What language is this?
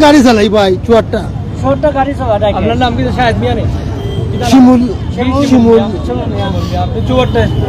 Sylheti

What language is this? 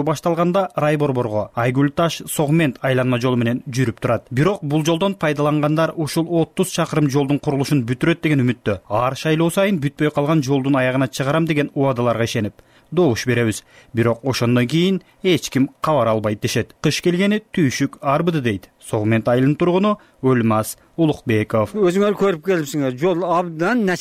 Kyrgyz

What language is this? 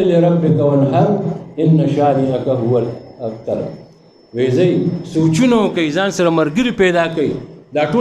Pashto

